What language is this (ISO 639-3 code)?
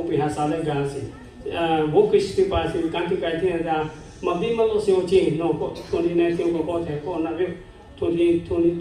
lhu